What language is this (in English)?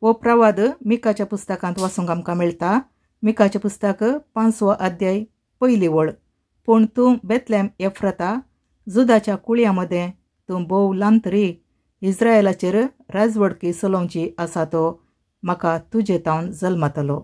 Konkani